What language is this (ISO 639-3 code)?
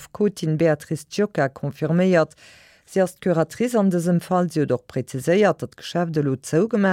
ltz